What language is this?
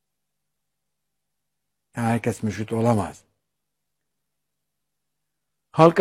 Turkish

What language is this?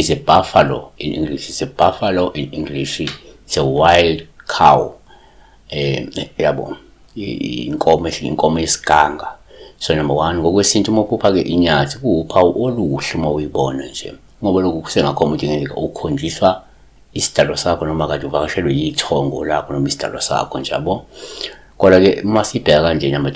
Zulu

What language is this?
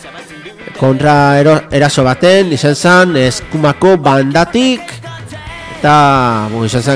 Basque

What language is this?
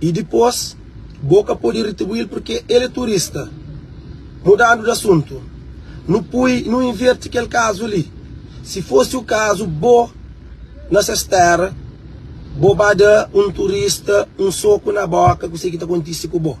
Kabuverdianu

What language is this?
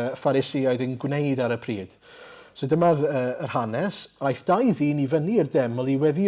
Welsh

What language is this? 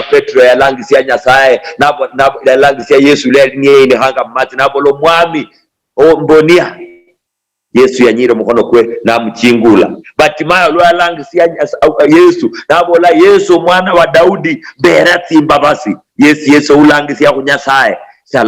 Luyia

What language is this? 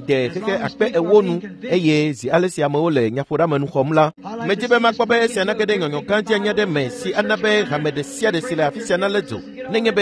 Ewe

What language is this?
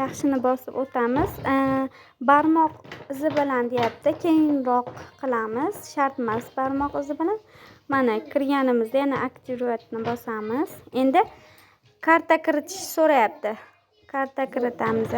Uzbek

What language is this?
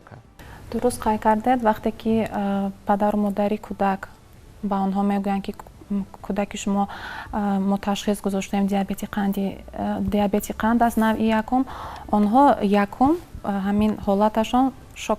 Tajik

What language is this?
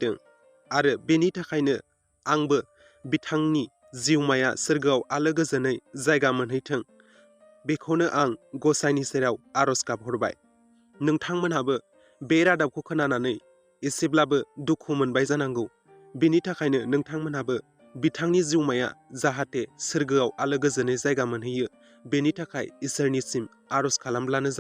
Bodo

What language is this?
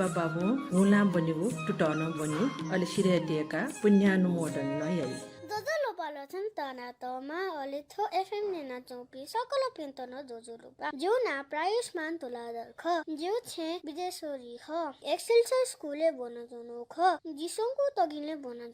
Newari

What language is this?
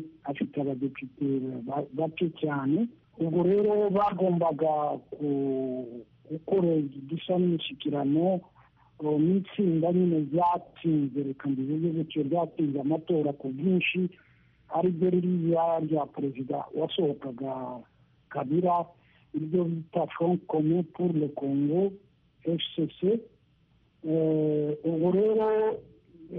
Kinyarwanda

